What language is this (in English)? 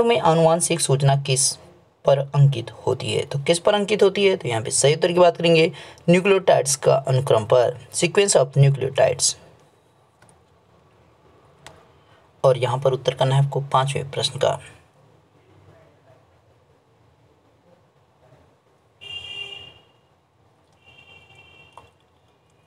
Hindi